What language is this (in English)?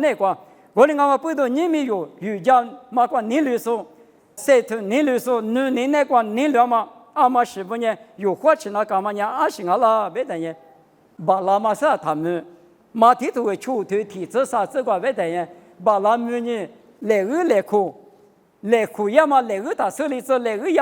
Lisu